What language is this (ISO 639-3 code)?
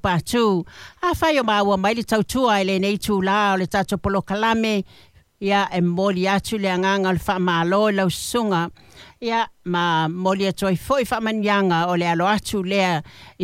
smo